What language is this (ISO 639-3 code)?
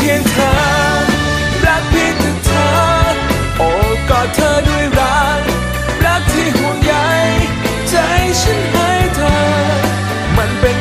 tha